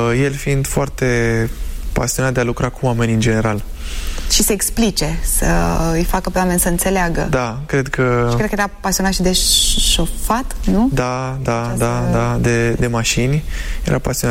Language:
Romanian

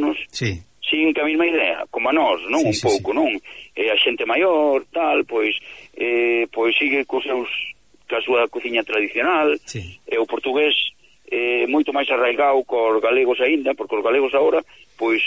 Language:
Galician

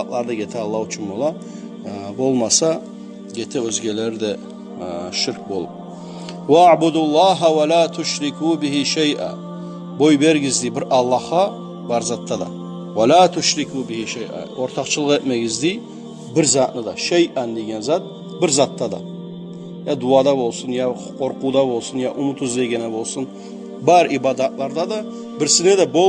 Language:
Kumyk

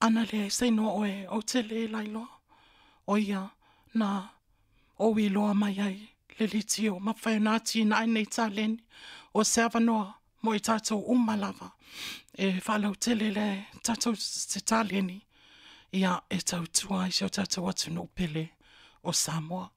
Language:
Samoan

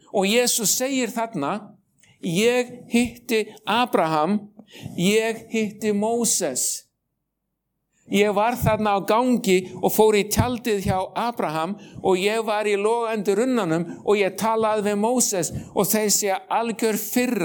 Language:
Icelandic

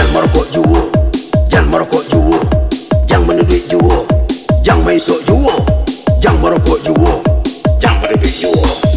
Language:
Minangkabau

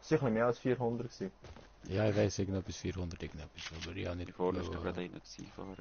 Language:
Swiss German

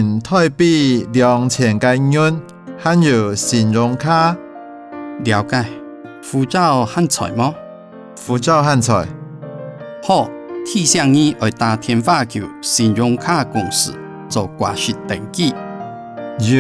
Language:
Hakka Chinese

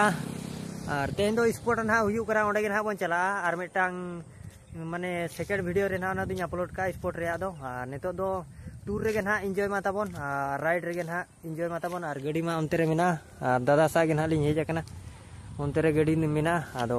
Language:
Santali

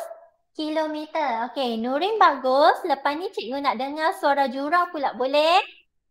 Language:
Malay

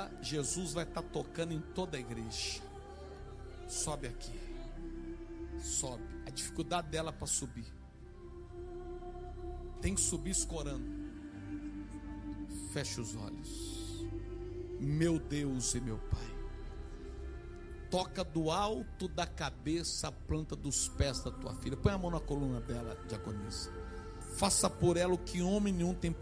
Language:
Portuguese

